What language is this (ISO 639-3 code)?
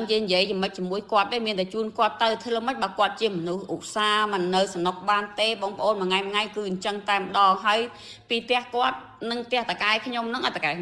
khm